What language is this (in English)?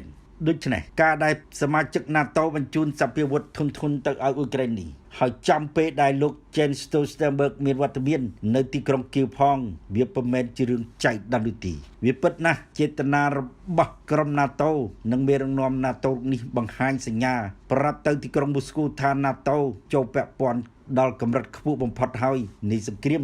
Khmer